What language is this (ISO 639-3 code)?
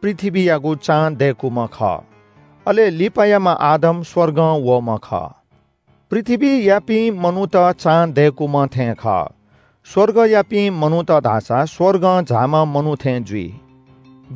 new